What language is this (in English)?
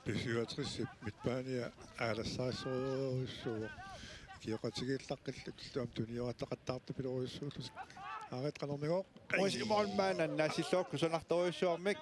Kalaallisut